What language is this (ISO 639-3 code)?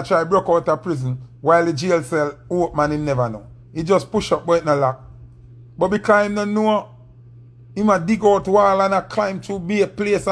jam